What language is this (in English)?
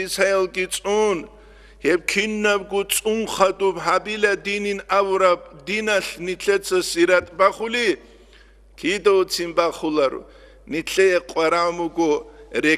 Avaric